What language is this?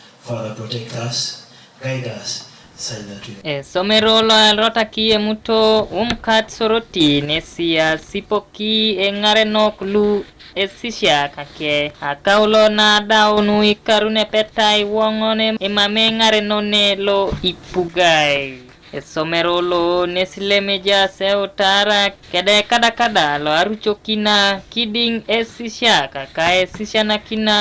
Teso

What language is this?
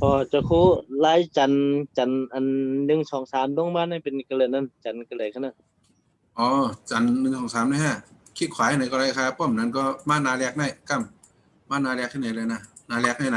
Shan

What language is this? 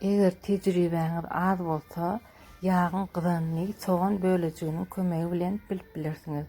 Turkmen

